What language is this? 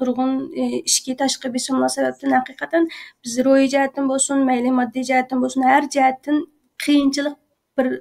Uyghur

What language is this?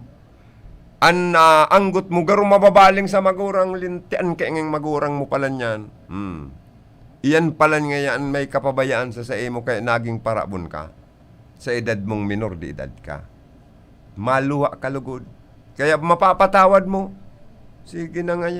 Bikol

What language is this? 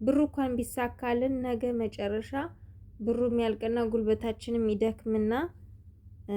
Amharic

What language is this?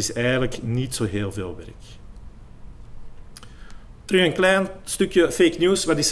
Dutch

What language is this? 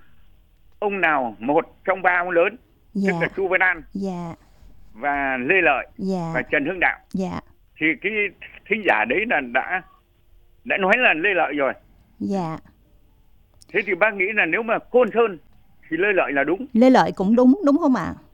Vietnamese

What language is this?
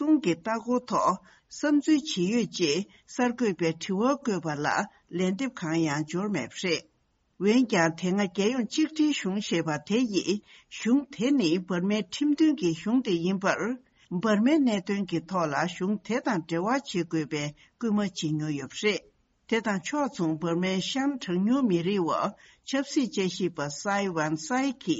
Tibetan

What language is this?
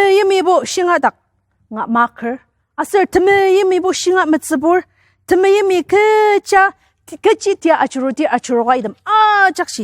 Ao Naga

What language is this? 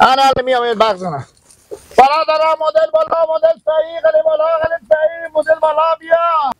Hazaragi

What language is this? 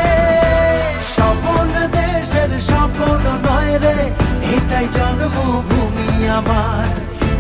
Bangla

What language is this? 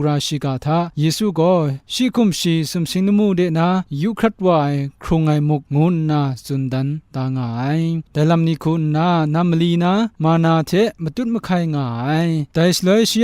Kachin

